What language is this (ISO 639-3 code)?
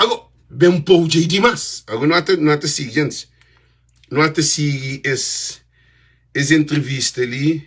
kea